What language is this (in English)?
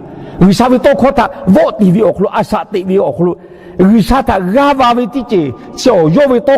Lahu